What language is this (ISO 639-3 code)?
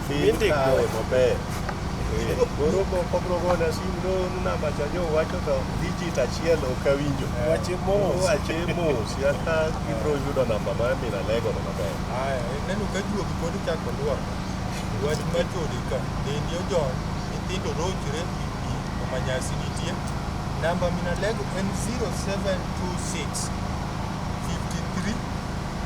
luo